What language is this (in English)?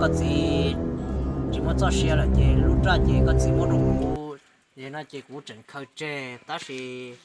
Hmong